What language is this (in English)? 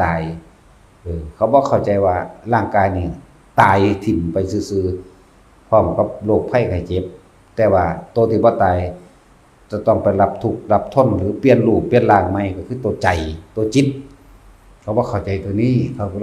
Northeastern Thai